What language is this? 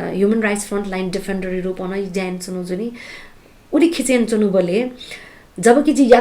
Newari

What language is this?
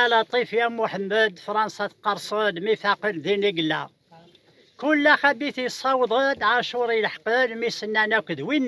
Kabyle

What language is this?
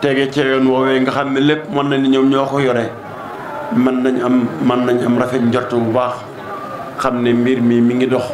Wolof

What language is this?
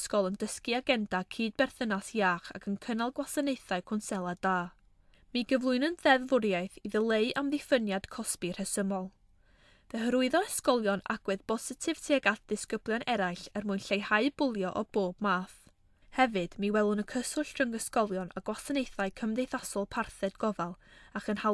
Welsh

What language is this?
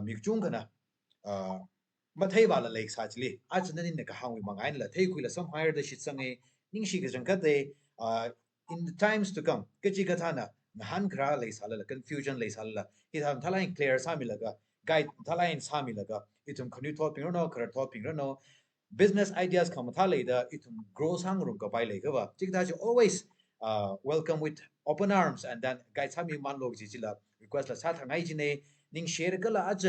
Tangkhul Naga (India)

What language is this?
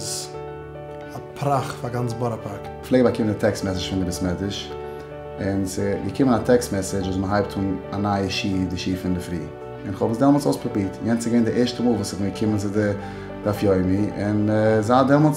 Yiddish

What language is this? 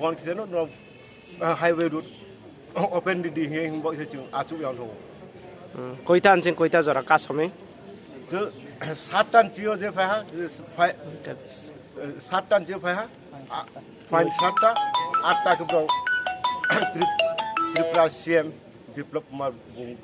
Riang (India)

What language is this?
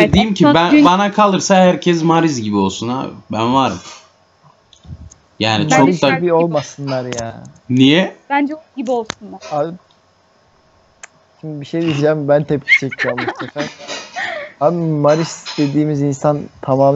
Turkish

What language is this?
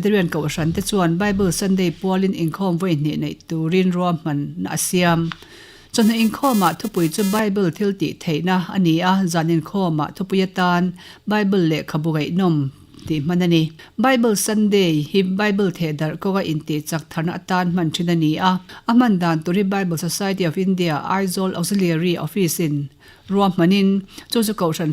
Mizo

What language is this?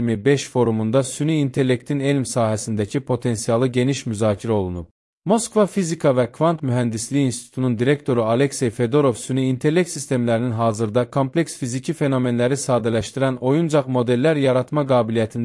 Azerbaijani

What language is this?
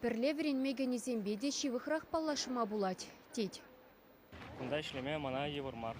Chuvash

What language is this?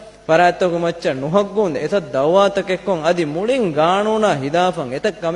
Divehi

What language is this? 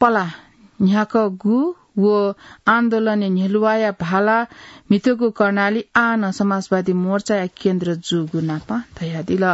Newari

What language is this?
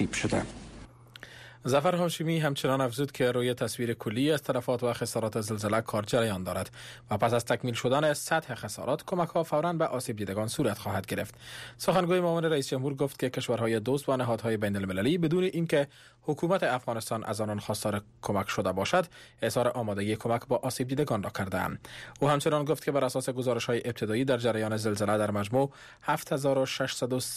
Persian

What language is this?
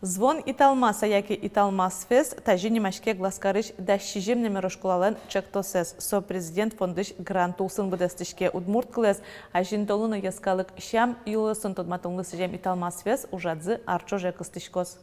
Udmurt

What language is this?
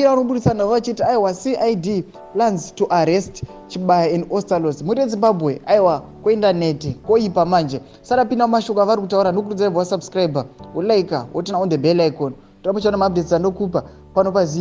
Shona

